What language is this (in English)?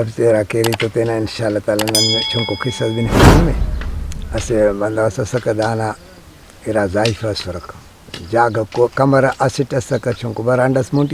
Brahui